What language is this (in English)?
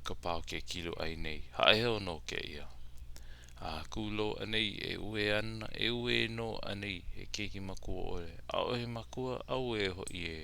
Hawaiian